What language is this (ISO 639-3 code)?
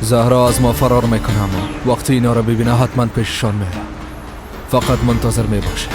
fas